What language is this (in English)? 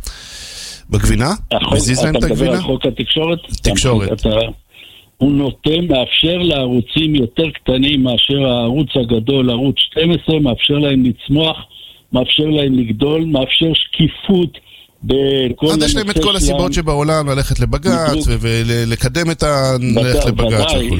Hebrew